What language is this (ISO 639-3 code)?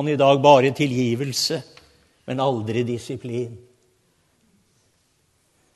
nor